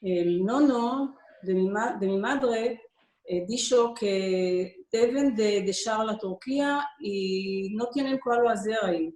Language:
Ladino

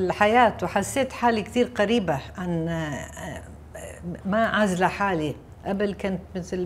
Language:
Mesopotamian Arabic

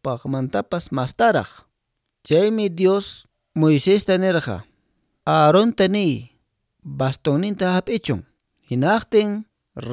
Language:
Quechua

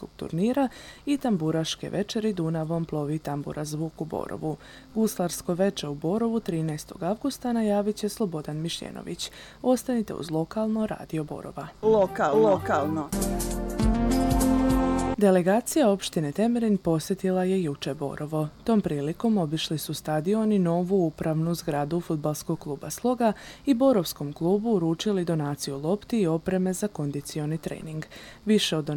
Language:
Serbian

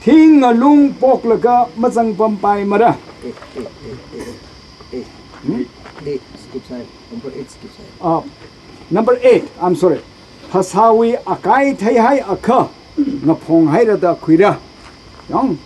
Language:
Tangkhul Naga (India)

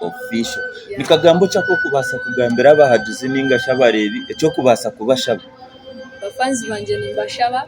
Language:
Nyankole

